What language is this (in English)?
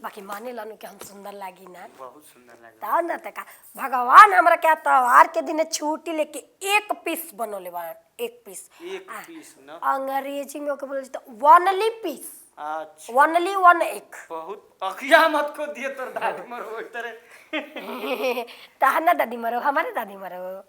Bhojpuri